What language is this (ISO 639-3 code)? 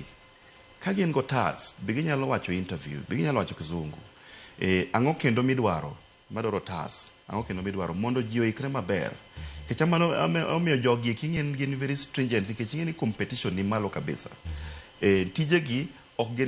luo